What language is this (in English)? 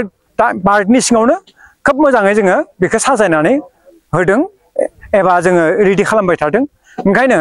Bodo